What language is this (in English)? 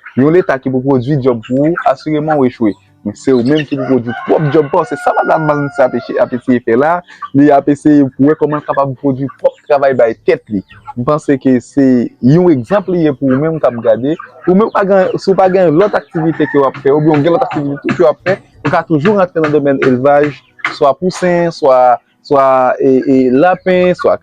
Haitian Creole